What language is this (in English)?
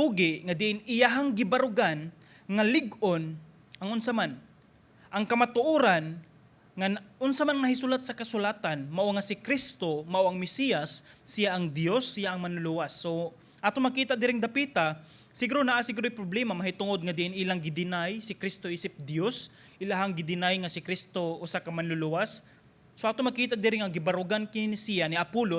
Cebuano